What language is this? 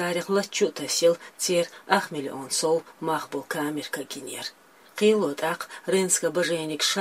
Chechen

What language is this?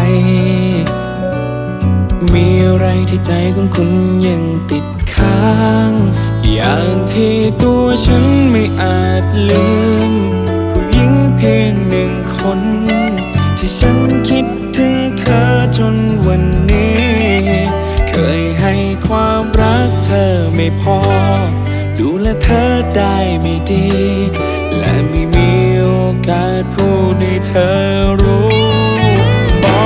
Thai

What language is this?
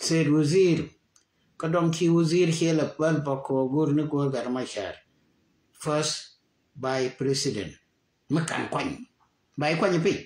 Nuer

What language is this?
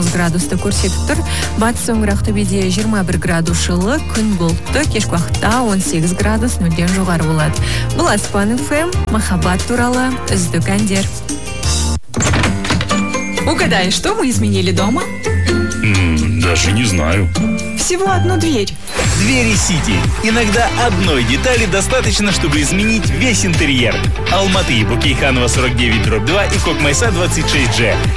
Kazakh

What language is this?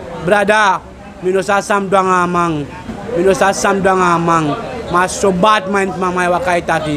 Sranan Tongo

